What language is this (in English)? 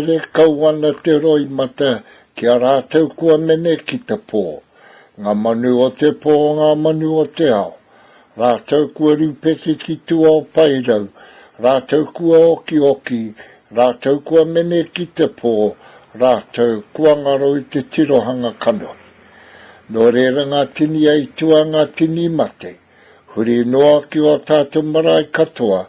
Māori